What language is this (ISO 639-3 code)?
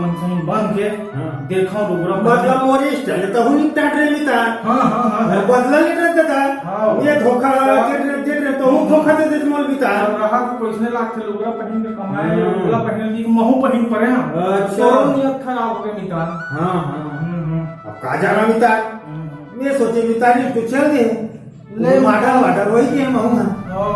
hne